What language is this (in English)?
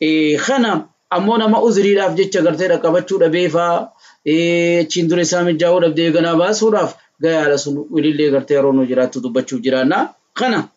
Oromo